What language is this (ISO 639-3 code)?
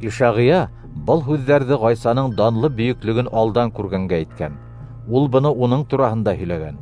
bak